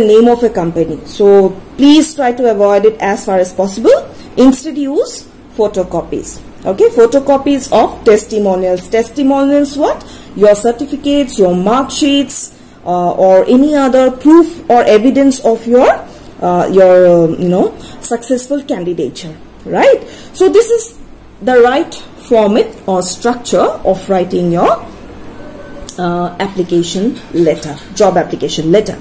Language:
English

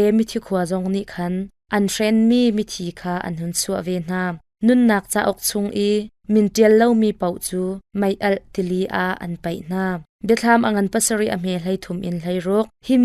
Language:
Hakha Chin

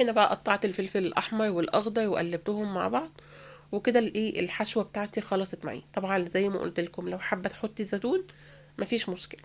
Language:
Egyptian Arabic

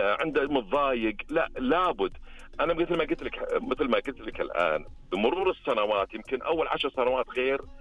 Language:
Najdi Arabic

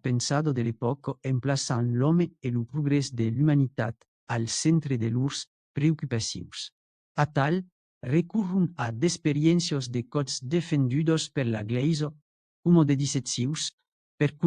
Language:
Occitan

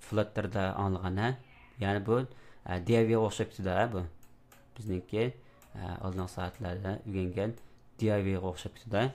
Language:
Uyghur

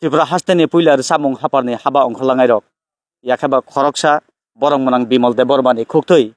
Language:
Kok Borok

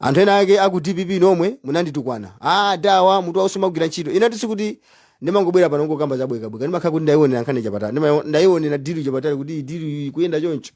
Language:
Nyanja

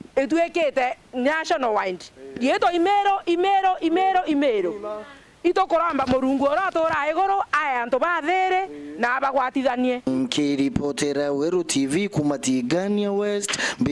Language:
Meru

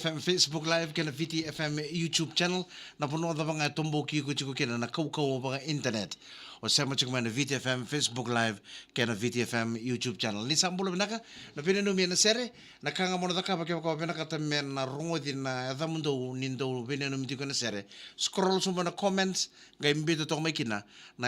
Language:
Fijian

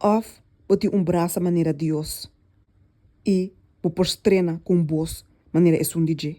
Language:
Papiamento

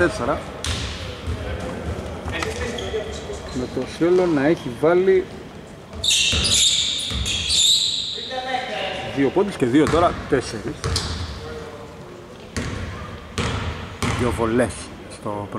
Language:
Greek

